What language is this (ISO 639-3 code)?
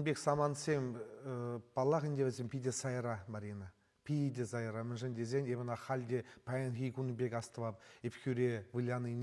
chv